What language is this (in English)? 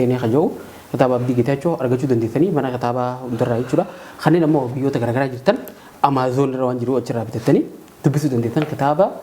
Oromo